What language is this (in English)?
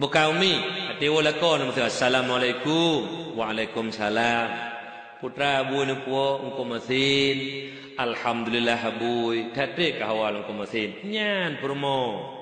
Achinese